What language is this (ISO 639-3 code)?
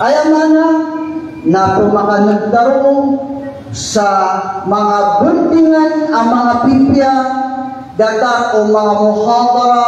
mrw